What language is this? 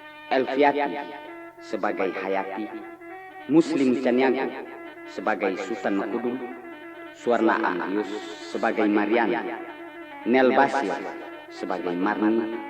Minangkabau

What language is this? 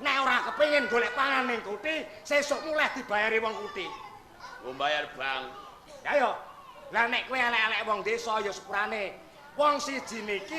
Javanese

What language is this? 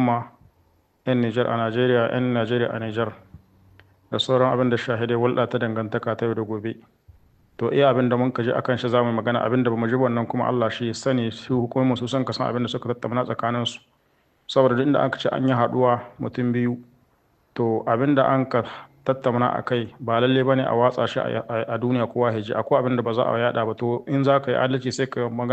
Hausa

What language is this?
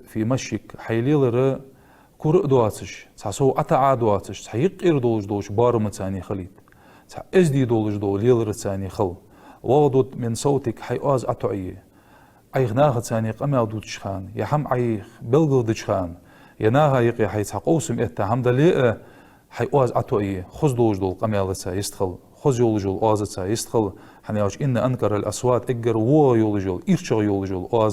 Ingush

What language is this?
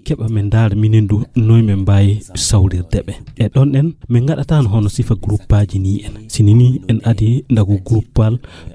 Fula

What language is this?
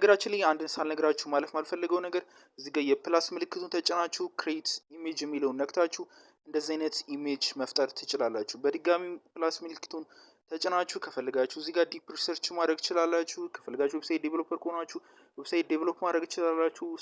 Amharic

